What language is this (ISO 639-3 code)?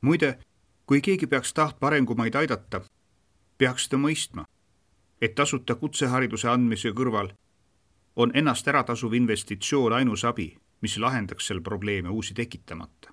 est